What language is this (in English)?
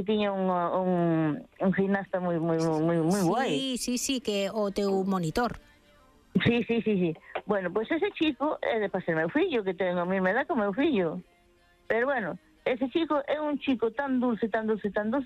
Galician